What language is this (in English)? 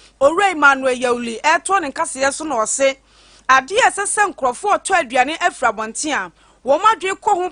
Akan